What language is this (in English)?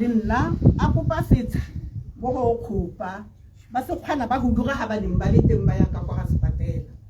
Tswana